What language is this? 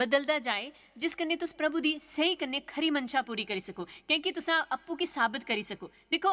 Dogri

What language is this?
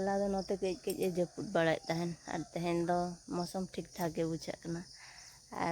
Santali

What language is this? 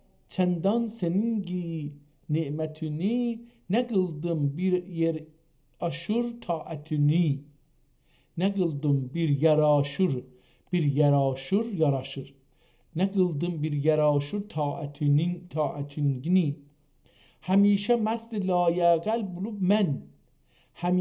South Azerbaijani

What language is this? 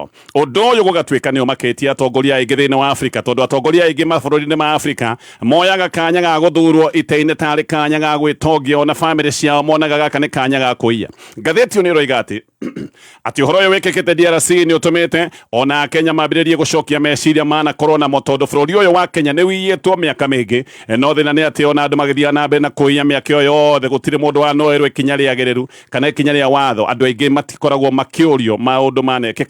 Kikuyu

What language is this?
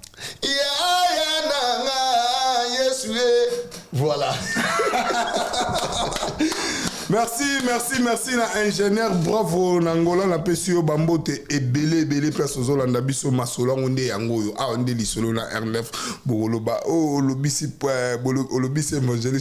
Lingala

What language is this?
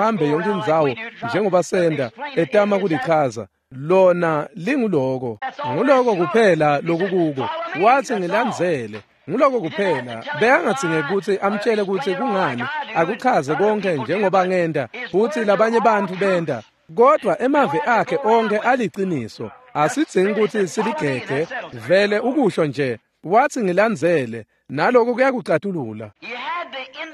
Swati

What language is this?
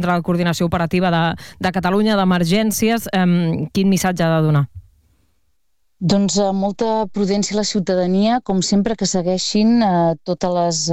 Catalan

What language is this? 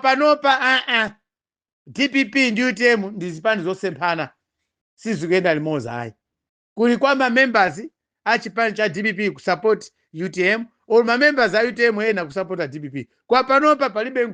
Nyanja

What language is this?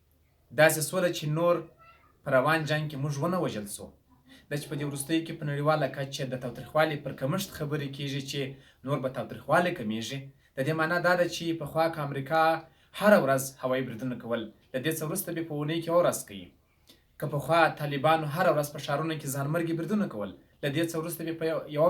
Pashto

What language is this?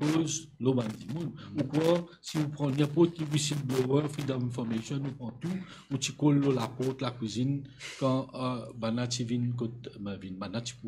Morisyen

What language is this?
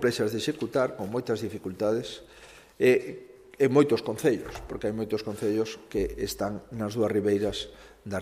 Galician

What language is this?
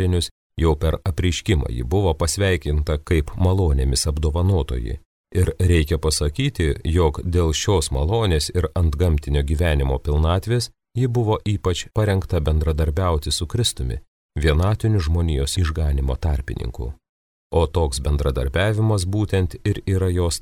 Lithuanian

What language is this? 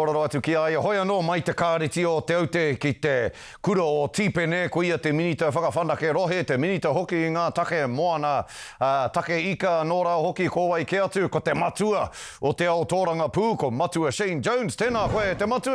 Māori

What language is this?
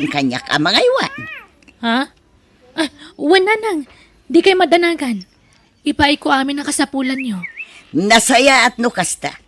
Iloko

